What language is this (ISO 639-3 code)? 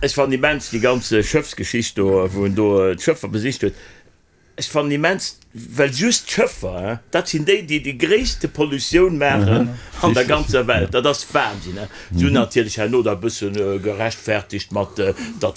ltz